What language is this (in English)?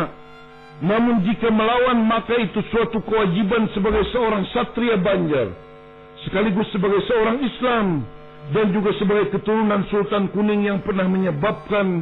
Banjar